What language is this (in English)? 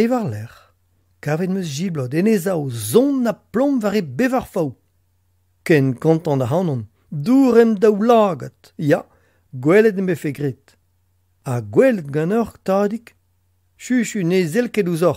Breton